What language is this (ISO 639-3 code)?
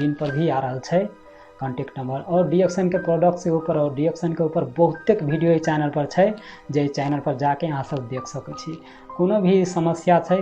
mai